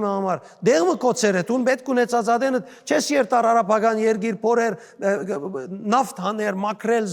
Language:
Western Armenian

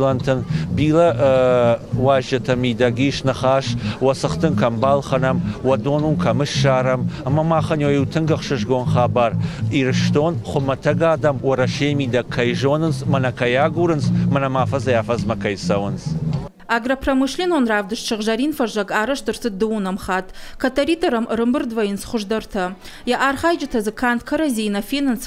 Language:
Ossetic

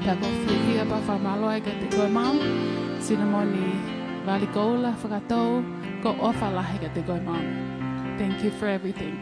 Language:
Tongan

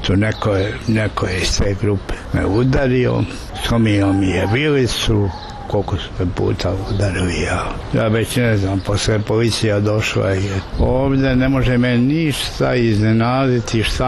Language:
Serbian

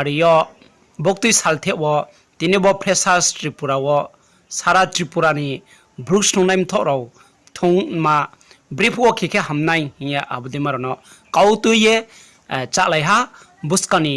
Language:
Riang (India)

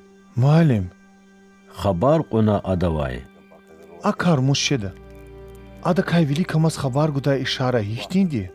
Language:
Lezghian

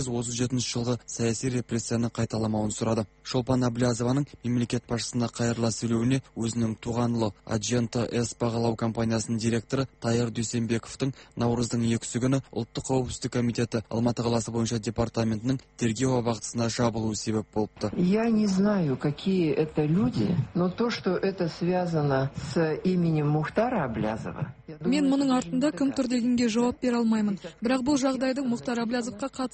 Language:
Kazakh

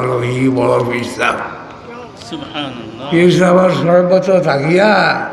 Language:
Sylheti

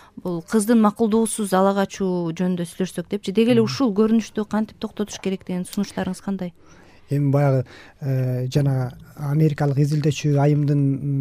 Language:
Kyrgyz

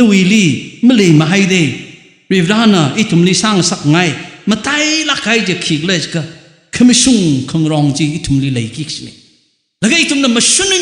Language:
Tangkhul Naga (India)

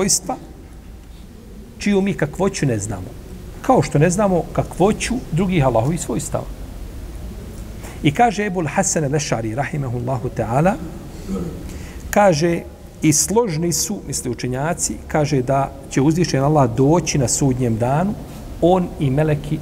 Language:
Bosnian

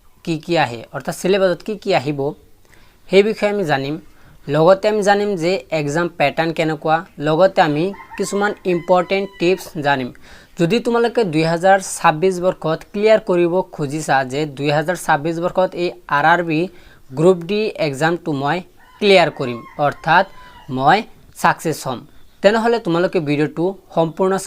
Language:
Assamese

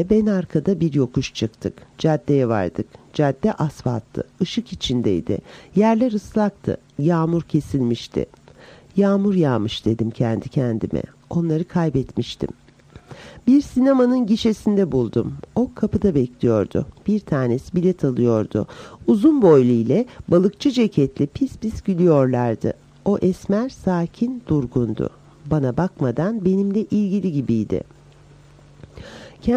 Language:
Turkish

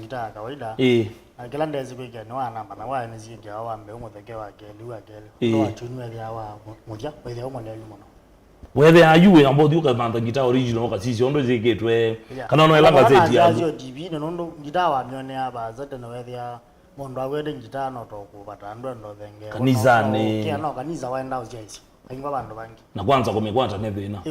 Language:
Kamba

